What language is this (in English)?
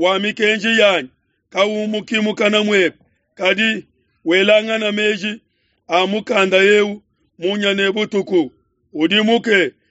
Luba-Lulua